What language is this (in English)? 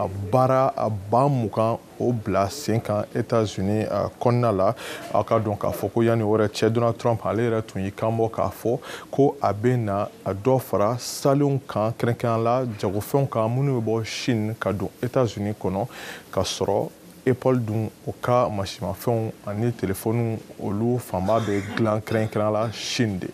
Bambara